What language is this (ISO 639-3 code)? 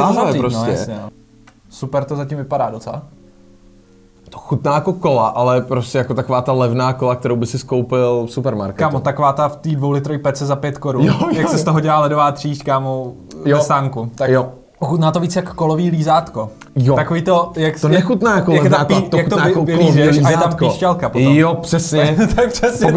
ces